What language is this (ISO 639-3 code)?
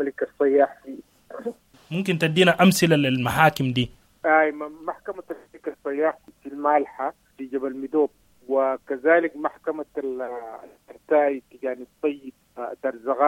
apd